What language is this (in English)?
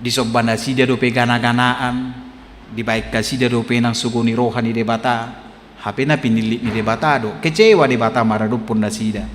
Batak Toba